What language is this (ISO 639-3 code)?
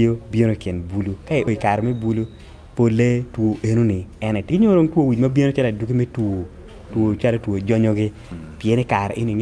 ach